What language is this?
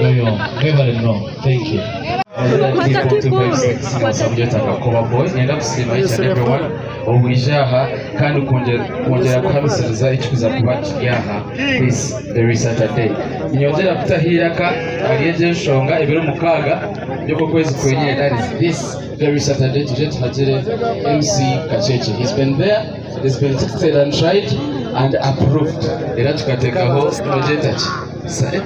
Nyankole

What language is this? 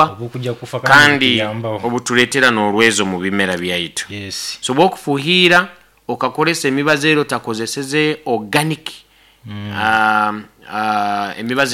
Nyoro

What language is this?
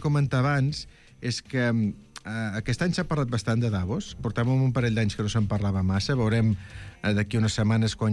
Catalan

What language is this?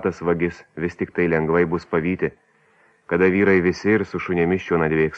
Lithuanian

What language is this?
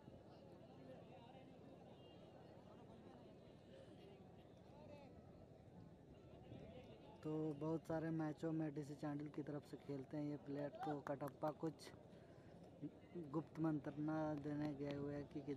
Hindi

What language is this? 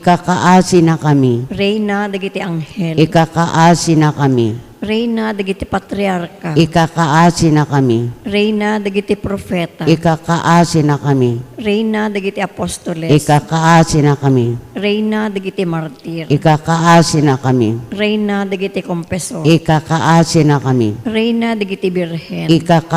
Iloko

